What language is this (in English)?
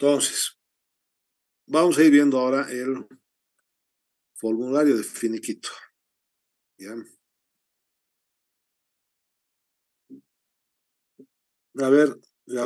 Spanish